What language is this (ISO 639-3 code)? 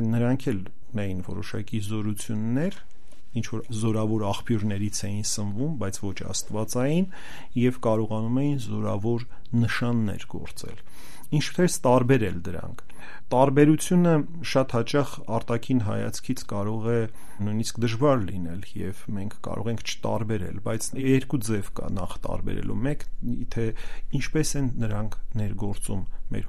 hye